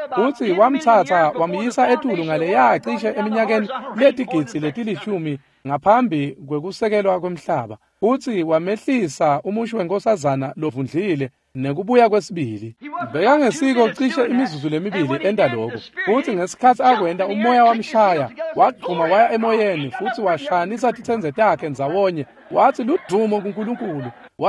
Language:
Swati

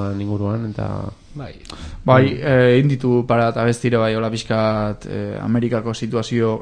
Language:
Basque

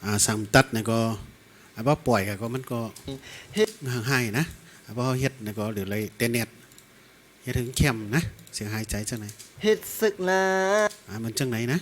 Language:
Shan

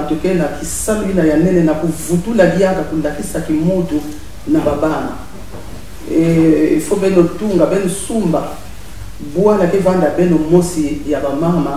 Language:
Kituba (Congo)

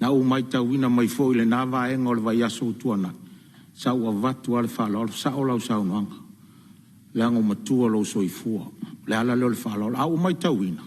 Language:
Samoan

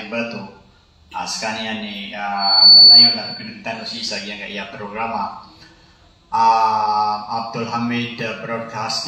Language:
Maranao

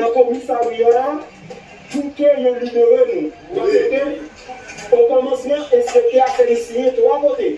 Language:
Haitian Creole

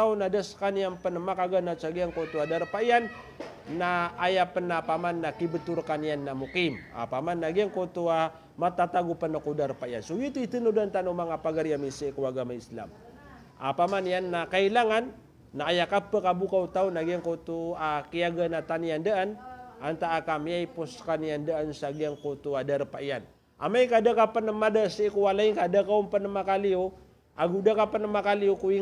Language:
Maranao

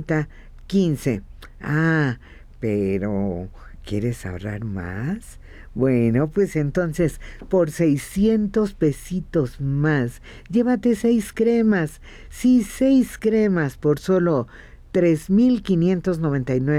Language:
Spanish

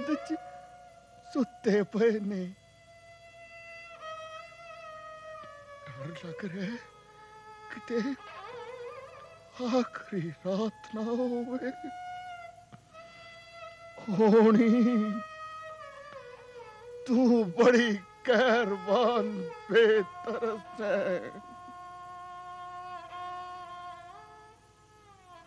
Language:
Punjabi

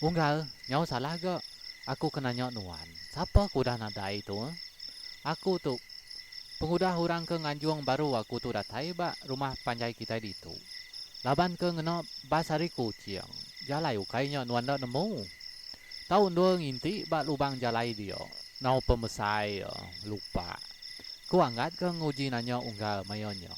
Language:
Iban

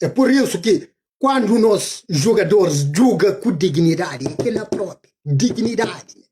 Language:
Kabuverdianu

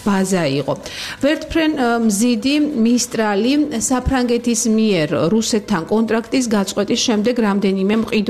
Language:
Georgian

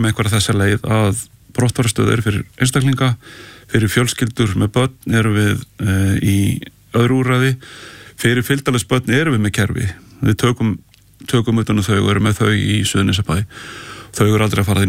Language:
Icelandic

